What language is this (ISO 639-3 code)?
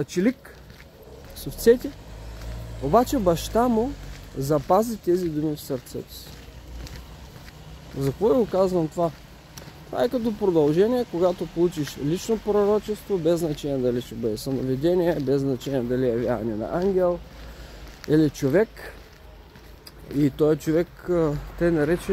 bul